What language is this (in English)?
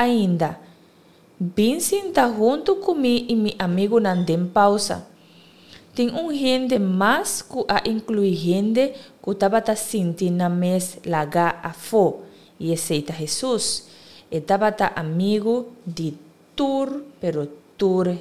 Papiamento